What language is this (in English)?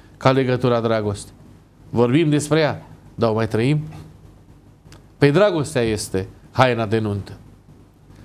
Romanian